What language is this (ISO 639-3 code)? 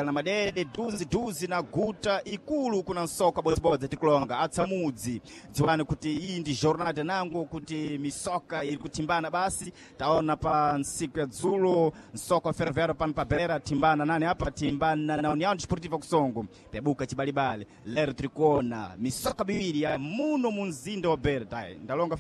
seh